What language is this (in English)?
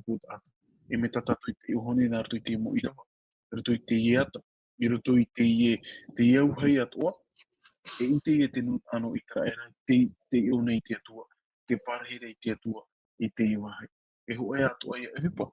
Tahitian